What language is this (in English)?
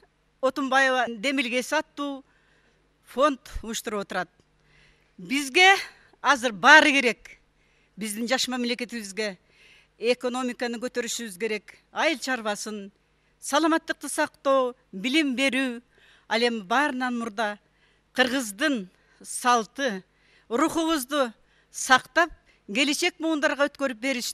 Kyrgyz